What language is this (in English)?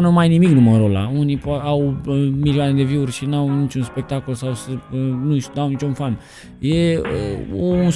Romanian